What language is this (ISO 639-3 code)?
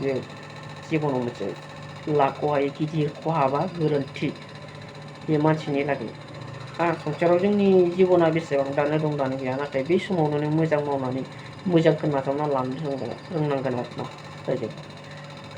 brx